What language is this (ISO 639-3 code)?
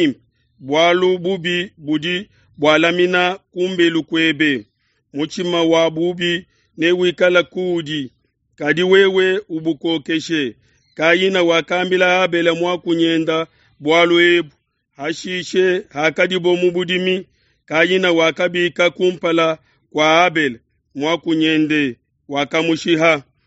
lua